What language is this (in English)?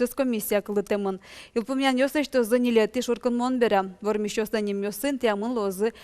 Udmurt